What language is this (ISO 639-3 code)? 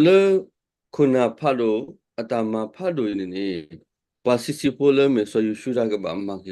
ksw